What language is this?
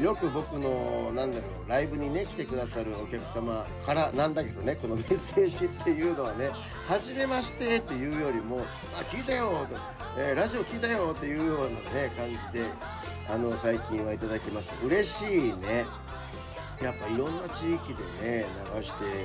Japanese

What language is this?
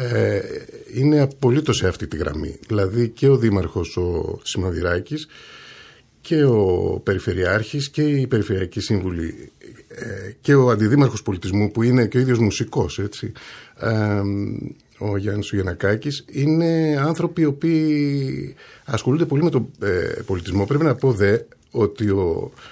Greek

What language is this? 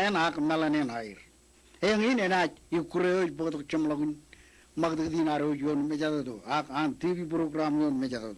Marshallese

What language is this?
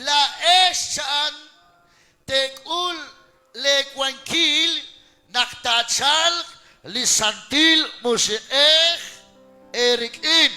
Kekchí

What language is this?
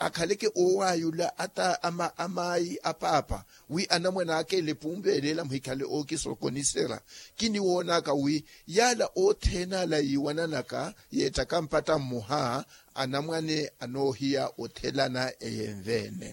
Makhuwa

